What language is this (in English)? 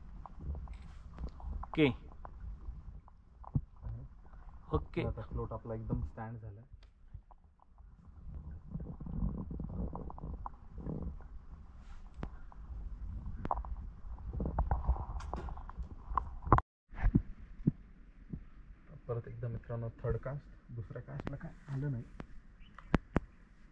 Marathi